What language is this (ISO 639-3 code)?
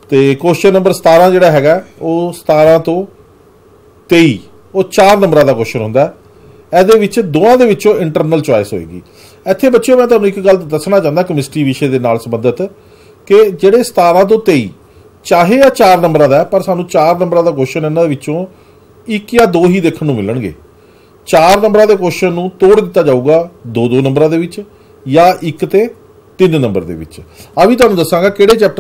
pan